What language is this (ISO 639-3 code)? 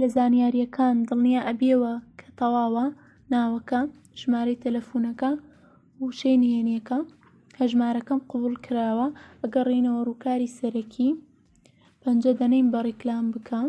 ckb